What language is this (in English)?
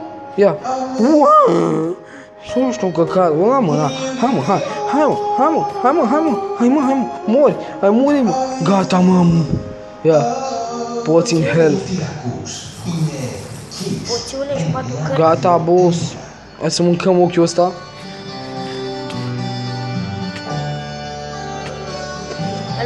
Romanian